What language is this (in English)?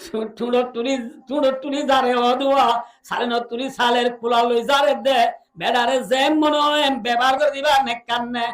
Rohingya